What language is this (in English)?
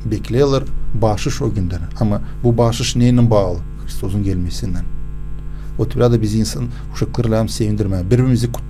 Gagauz